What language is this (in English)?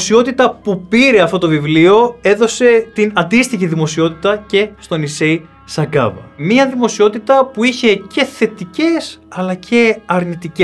Greek